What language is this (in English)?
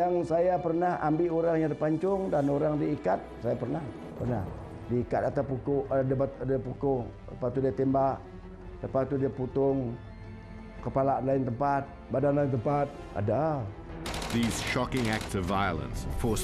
Malay